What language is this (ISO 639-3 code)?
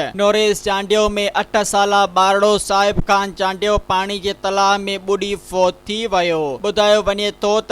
snd